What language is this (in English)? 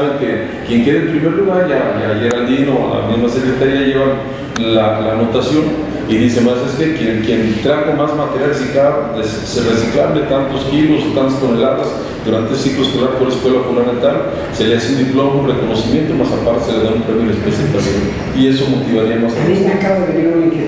Spanish